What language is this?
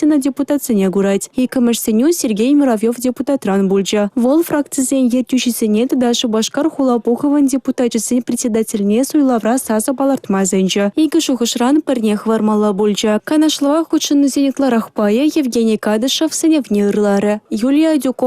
Chuvash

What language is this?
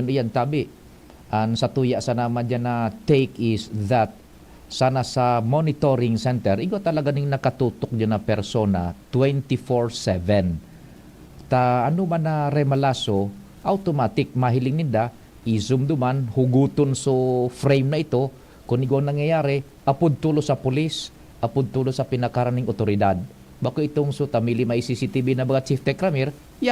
Bikol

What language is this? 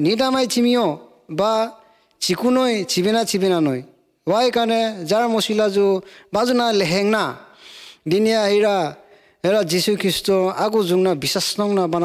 Assamese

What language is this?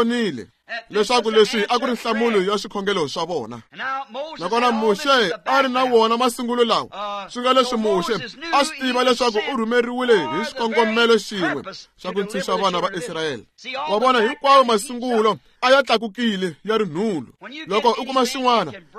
Tsonga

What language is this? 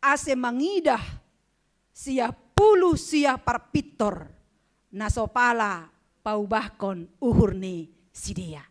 Batak Simalungun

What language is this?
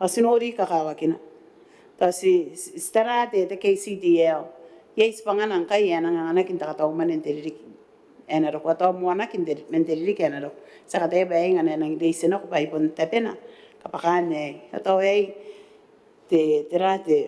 Gilbertese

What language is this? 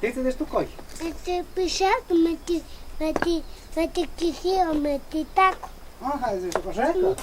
Totontepec Mixe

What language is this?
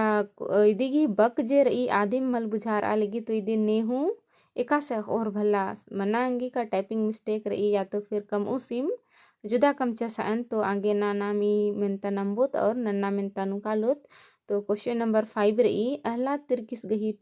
Kurukh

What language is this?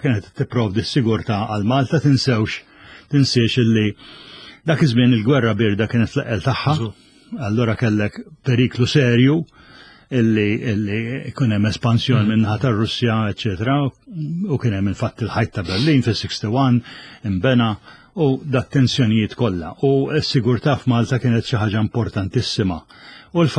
Maltese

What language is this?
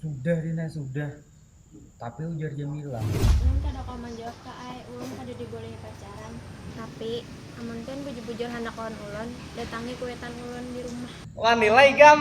Banjar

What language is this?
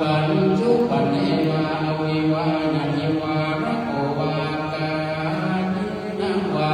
Pali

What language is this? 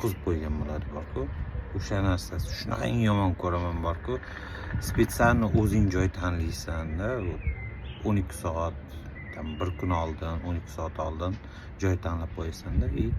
Uzbek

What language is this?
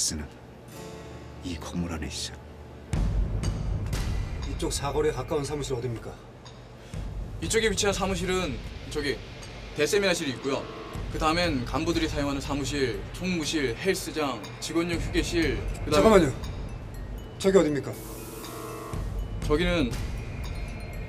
Korean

